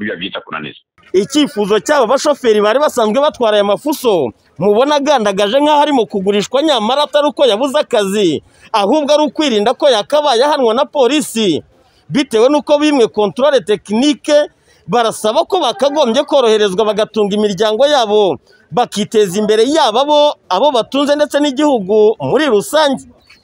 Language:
Kinyarwanda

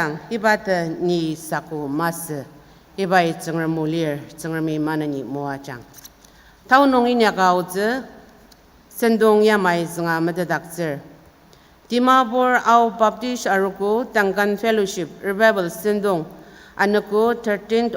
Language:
Ao Naga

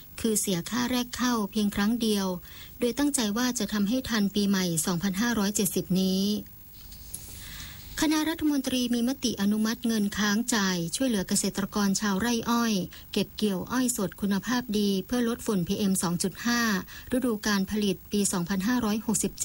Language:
Thai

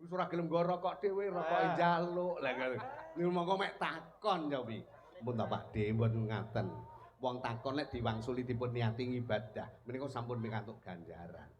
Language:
Javanese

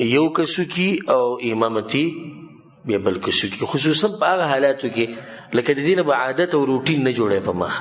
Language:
Pashto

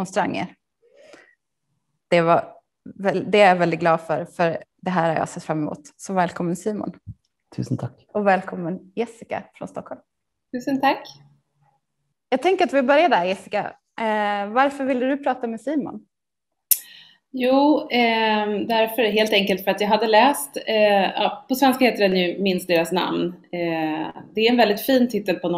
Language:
Swedish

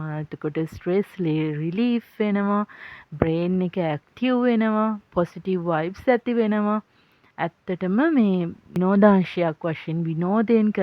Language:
Sinhala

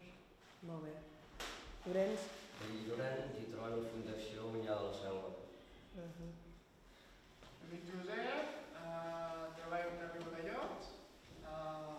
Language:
Catalan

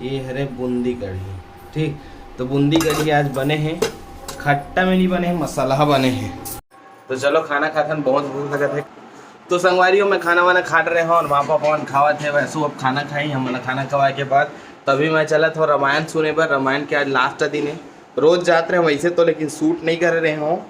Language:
Chhattisgarhi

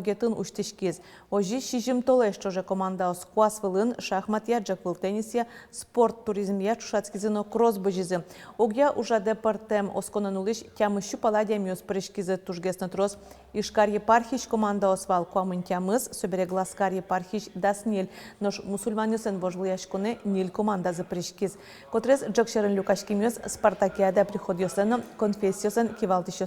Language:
Udmurt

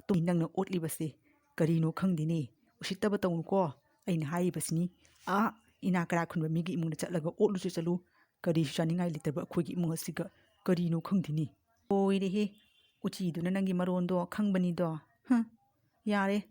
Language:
Manipuri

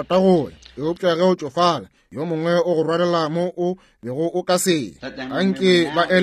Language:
Northern Sotho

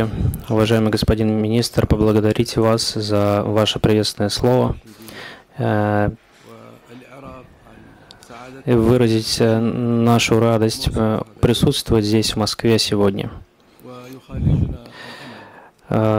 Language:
Russian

